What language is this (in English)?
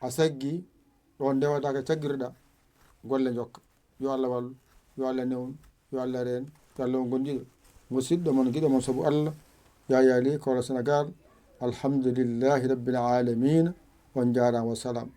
Fula